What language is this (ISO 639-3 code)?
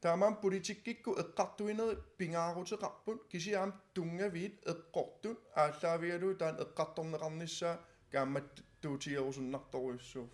kal